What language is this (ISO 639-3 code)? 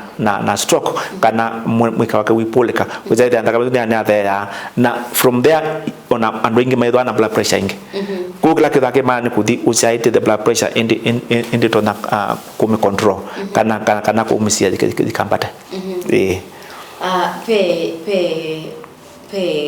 kam